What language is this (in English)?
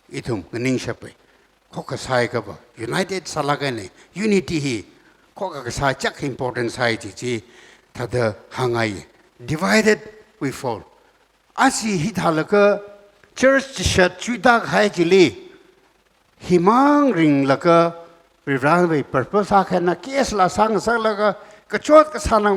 Tangkhul Naga (India)